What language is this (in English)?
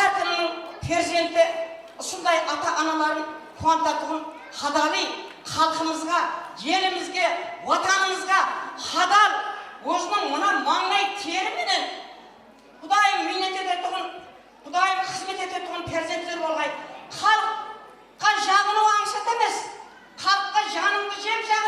Kara-Kalpak